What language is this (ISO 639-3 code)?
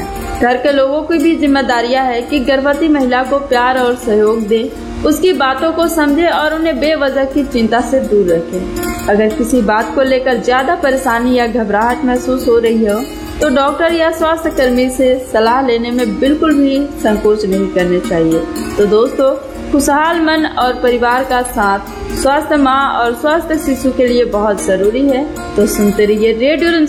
hin